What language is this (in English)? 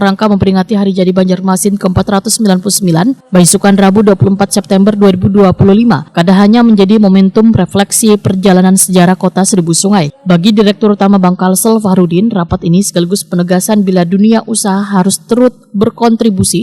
Banjar